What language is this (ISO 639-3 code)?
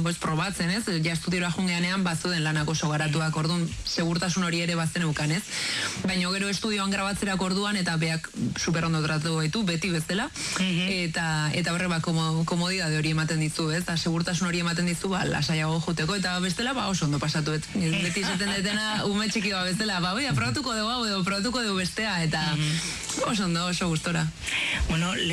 eus